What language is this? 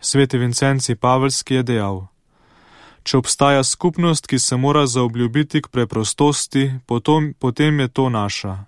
Slovenian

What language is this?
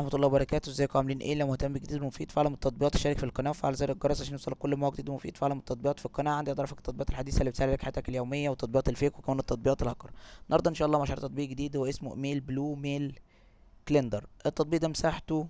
Egyptian Arabic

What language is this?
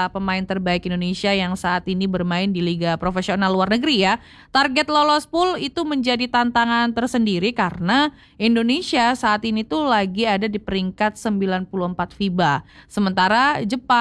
Indonesian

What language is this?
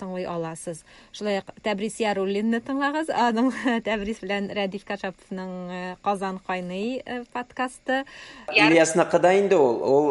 Tatar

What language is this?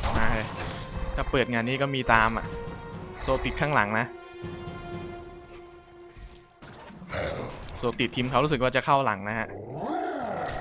Thai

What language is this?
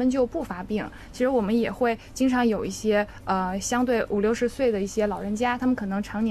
Chinese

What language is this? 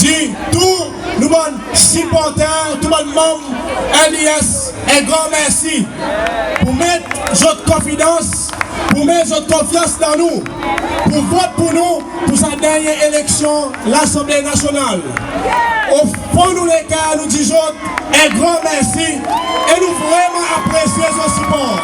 Seselwa Creole French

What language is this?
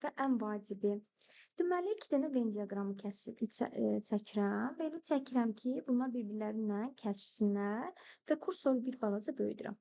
Azerbaijani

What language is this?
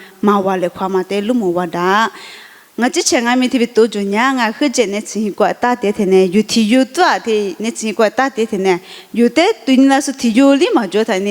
Lisu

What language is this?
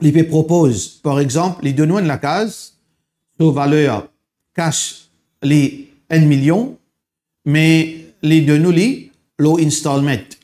Morisyen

